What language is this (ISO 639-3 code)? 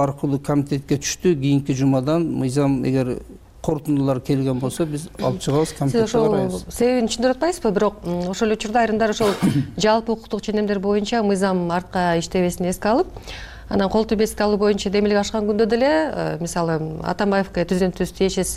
kir